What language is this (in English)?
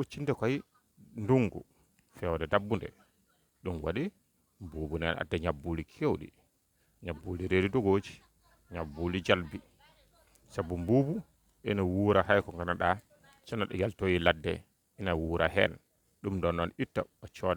Fula